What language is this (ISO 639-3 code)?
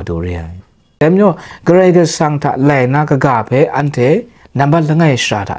kac